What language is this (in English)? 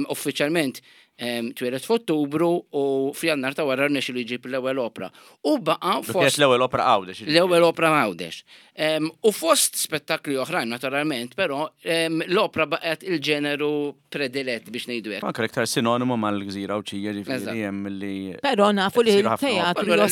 Maltese